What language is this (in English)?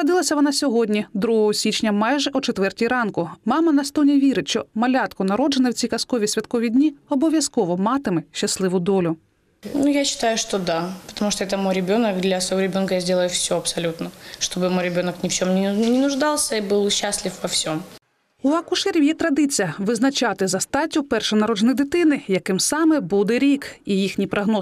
Ukrainian